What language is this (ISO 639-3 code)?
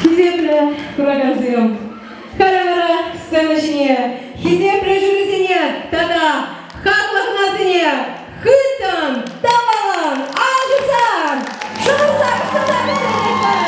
chv